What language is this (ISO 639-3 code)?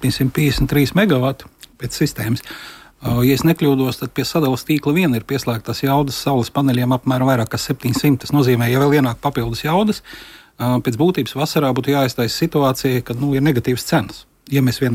lav